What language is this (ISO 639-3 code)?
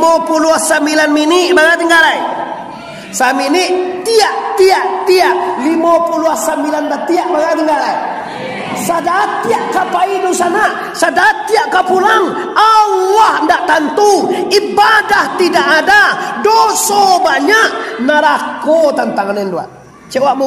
min